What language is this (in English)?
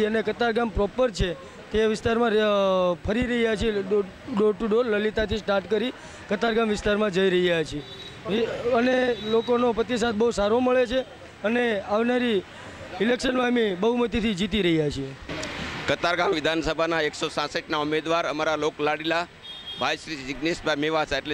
Gujarati